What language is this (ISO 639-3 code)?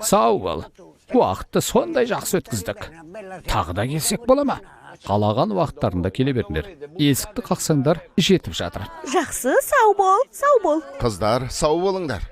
kaz